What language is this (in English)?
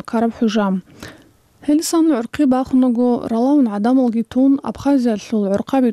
Avaric